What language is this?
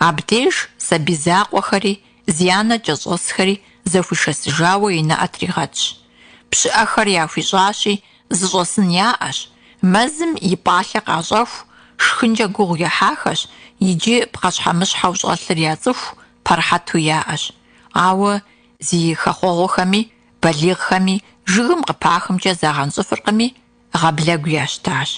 Kabardian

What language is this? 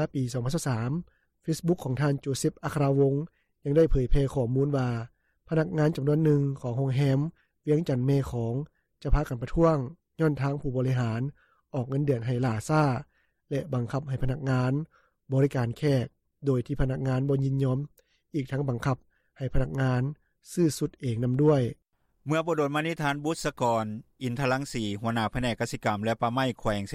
Lao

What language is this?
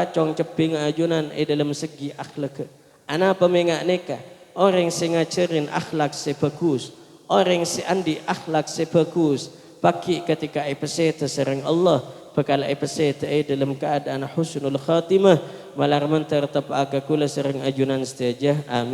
Madurese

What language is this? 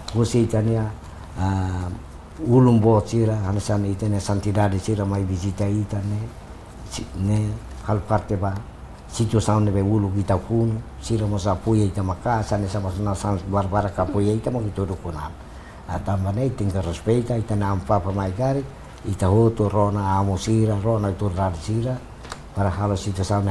Tetum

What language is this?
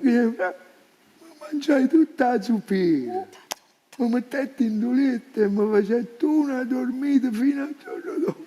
Neapolitan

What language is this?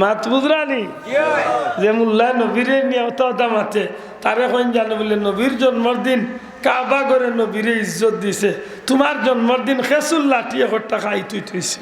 Sylheti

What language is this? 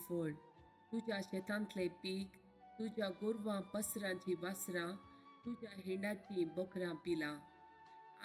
Konkani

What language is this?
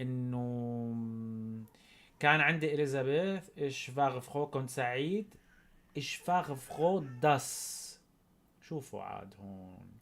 North Levantine Arabic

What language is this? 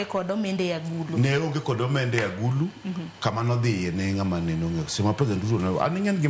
Luo (Kenya and Tanzania)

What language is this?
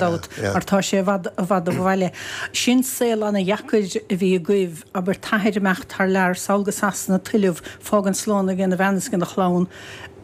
Irish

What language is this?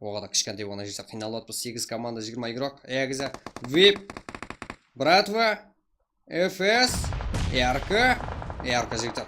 Kara-Kalpak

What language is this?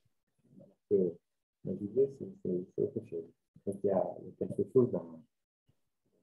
French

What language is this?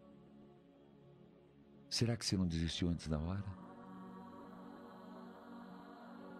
Portuguese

